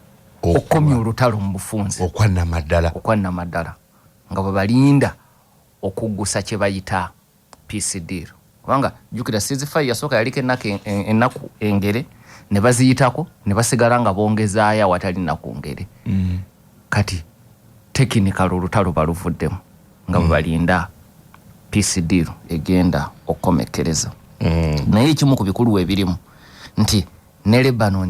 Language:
Ganda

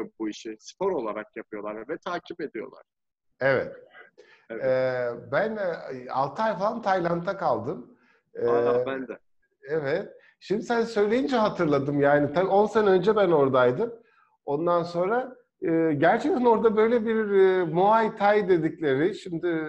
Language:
Turkish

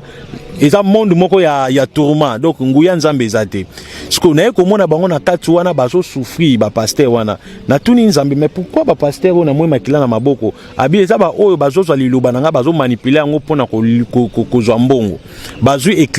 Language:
Lingala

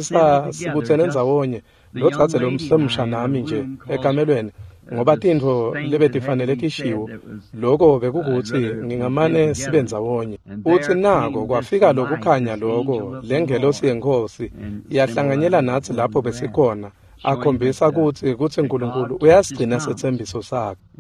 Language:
Swati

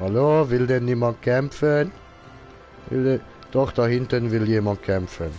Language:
Swiss German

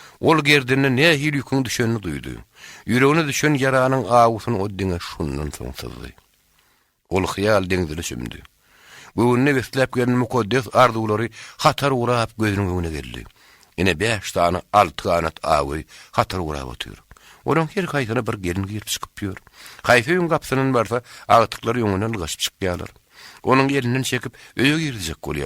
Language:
Turkmen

